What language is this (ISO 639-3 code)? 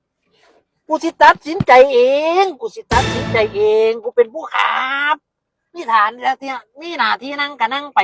tts